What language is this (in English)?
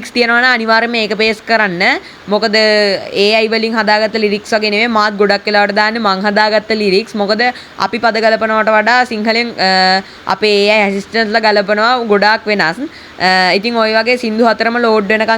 Sinhala